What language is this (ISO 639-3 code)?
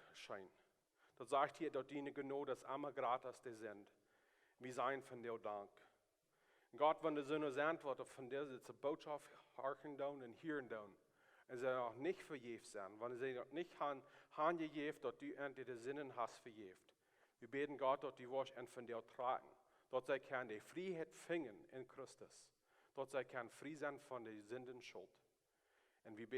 pdt